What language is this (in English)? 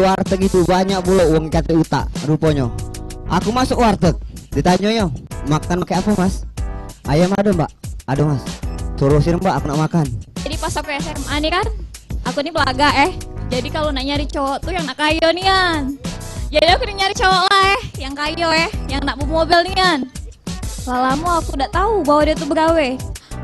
Musi